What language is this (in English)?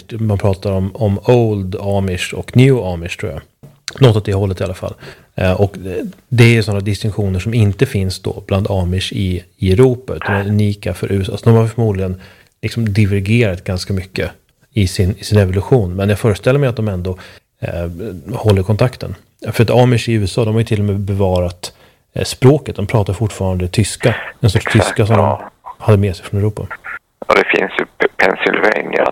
Swedish